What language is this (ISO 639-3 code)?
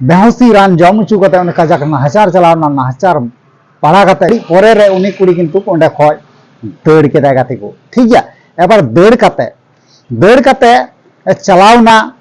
sat